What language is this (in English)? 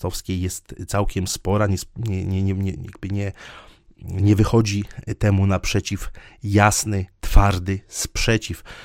Polish